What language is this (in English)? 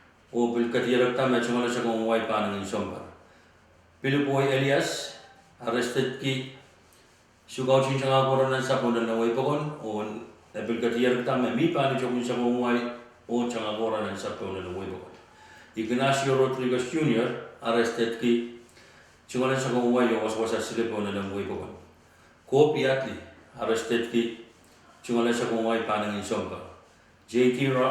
Pohnpeian